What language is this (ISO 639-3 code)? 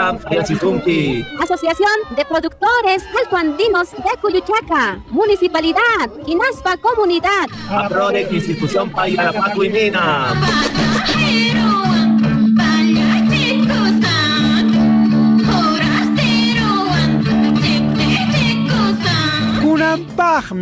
quy